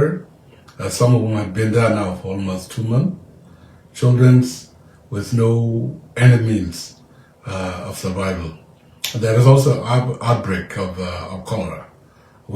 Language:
Nuer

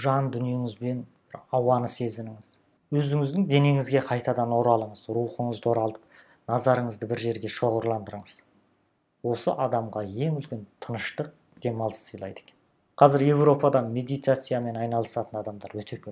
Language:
Kazakh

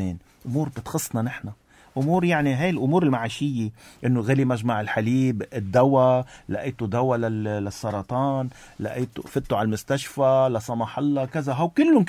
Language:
North Levantine Arabic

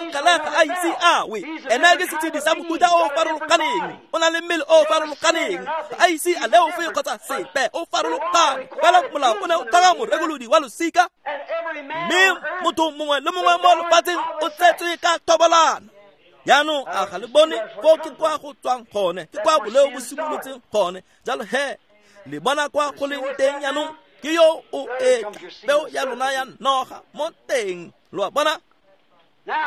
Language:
Tswana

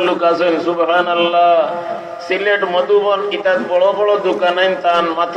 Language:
Sylheti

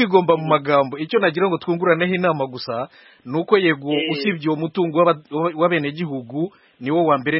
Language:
Kinyarwanda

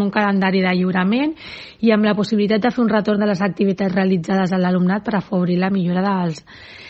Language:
Catalan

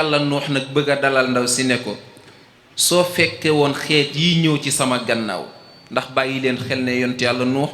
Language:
Wolof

